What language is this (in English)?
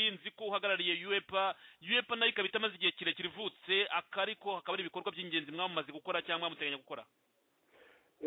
Kinyarwanda